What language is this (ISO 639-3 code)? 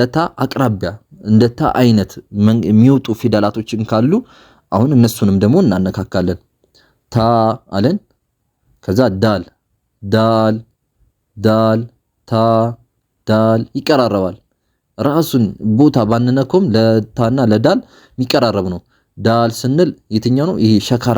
amh